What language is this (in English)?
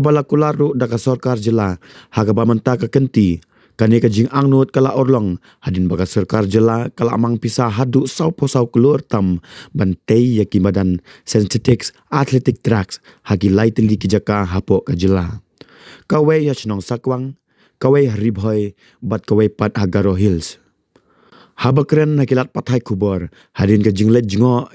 Khasi